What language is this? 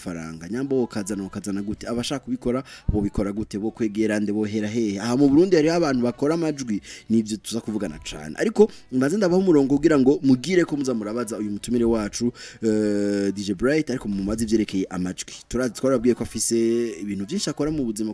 Rundi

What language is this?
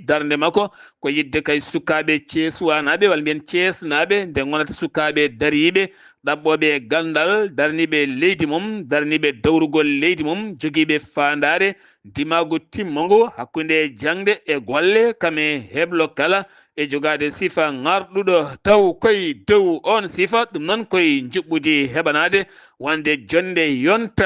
Fula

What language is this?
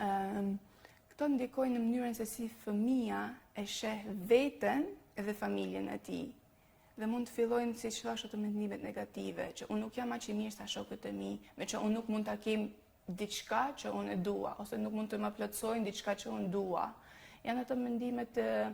Albanian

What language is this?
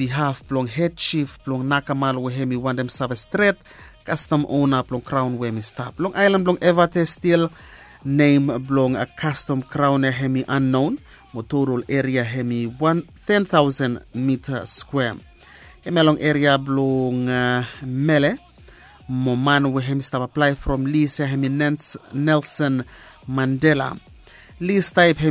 Bislama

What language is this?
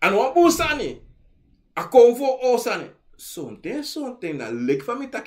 Sranan Tongo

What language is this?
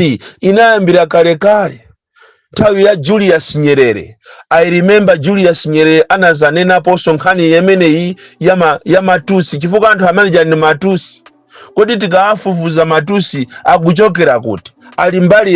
Nyanja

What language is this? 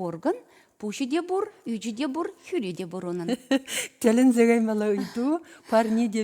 Chuvash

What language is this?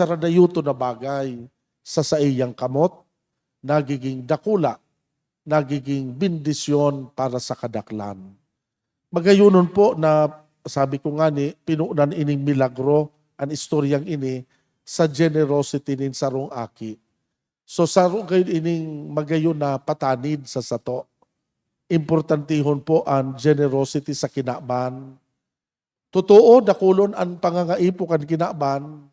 Bikol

